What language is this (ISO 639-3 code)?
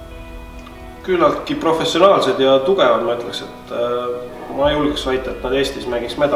est